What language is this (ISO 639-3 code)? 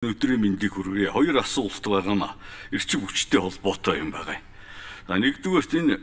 mon